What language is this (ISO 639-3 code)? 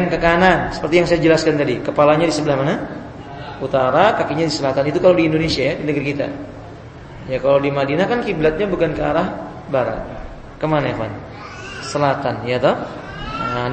ind